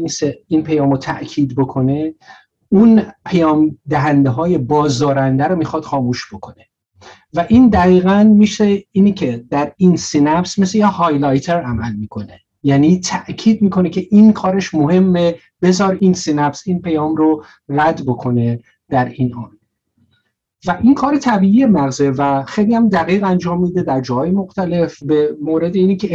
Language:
Persian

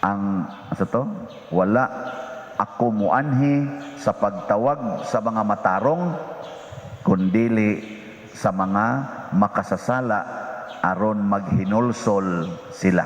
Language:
Cebuano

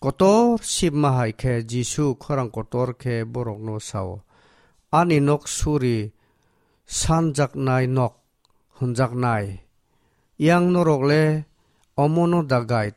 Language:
Kok Borok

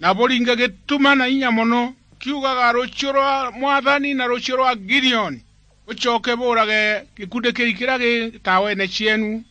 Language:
Meru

